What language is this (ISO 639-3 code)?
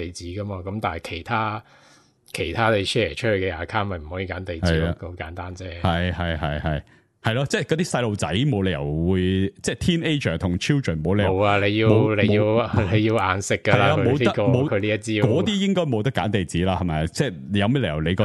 yue